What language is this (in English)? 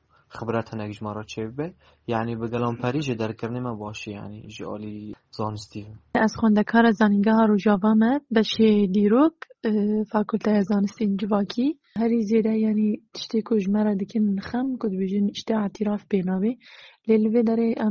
Kurdish